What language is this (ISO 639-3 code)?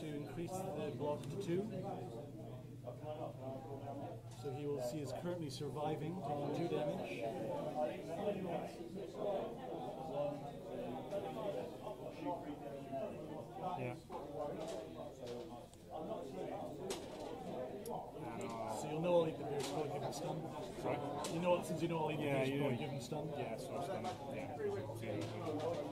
eng